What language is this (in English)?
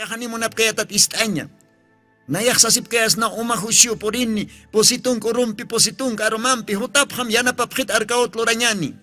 Aymara